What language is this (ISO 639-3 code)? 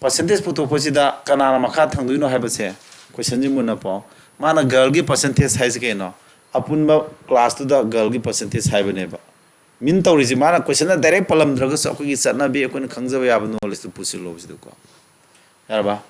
mni